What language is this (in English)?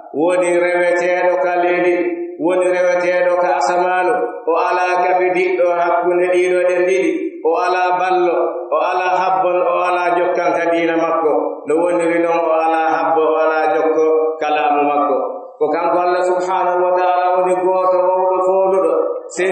Pular